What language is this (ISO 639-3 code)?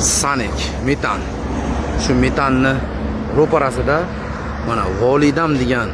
uzb